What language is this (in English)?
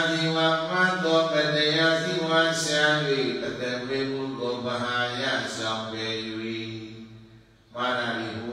Burmese